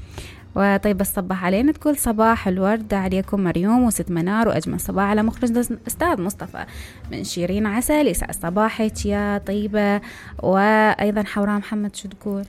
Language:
Mesopotamian Arabic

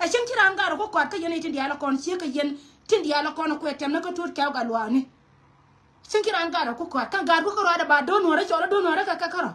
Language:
Nuer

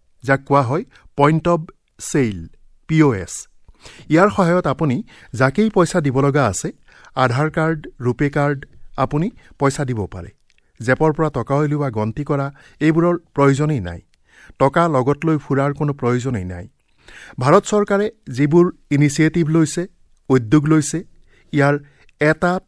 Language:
Assamese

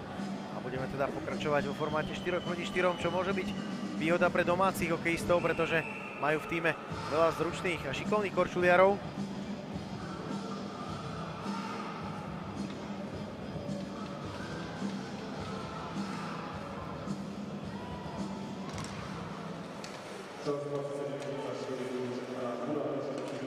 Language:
Slovak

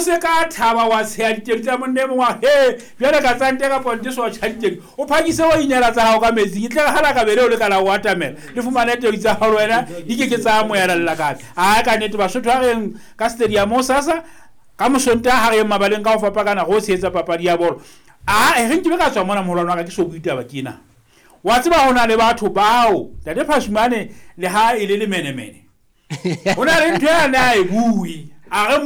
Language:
Southern Sotho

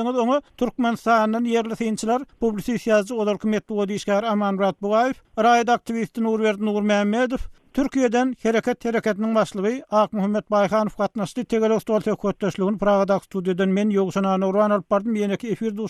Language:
Turkmen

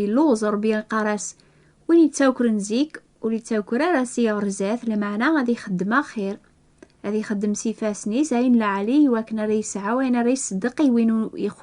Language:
Kabyle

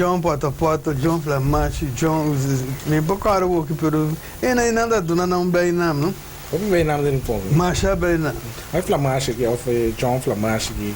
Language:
Papiamento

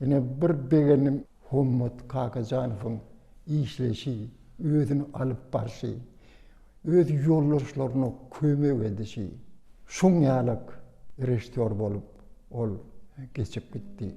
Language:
Turkmen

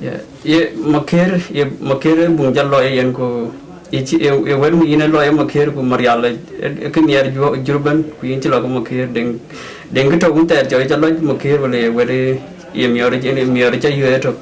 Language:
Dinka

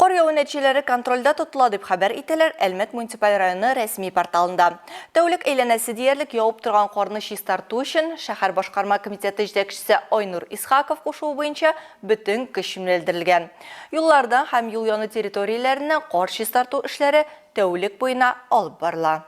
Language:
Tatar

